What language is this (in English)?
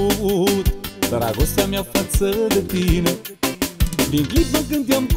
Romanian